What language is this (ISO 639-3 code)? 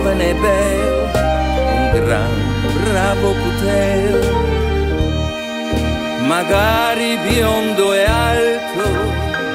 ita